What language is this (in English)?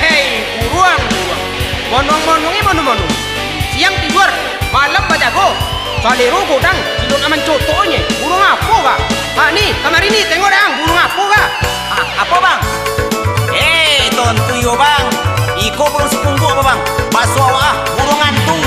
Minangkabau